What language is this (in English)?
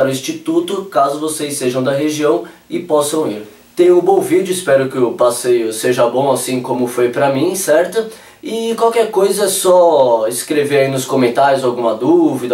Portuguese